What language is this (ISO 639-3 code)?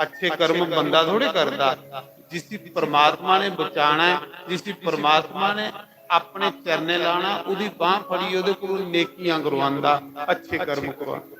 doi